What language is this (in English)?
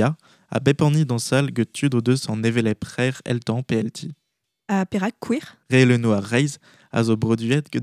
Breton